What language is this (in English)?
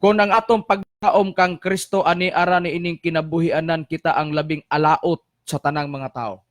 Cebuano